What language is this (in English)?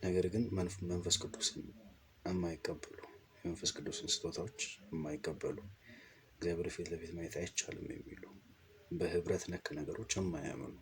Amharic